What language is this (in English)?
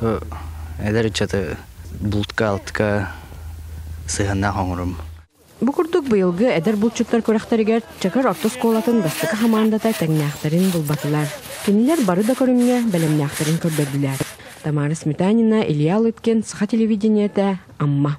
Yakut